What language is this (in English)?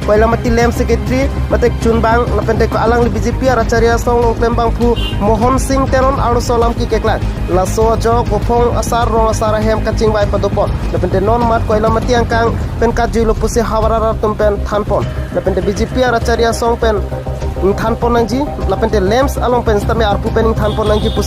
Karbi